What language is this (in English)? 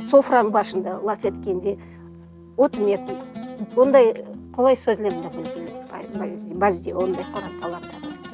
Crimean Tatar